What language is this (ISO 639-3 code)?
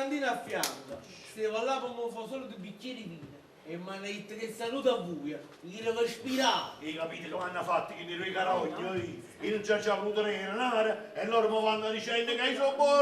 nap